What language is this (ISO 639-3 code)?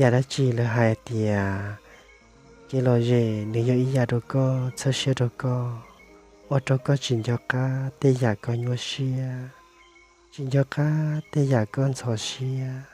hmn